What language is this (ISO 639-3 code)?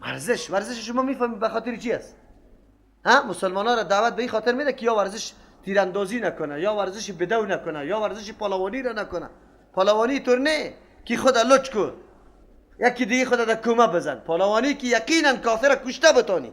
fas